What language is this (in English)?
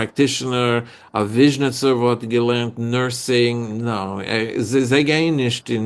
Yiddish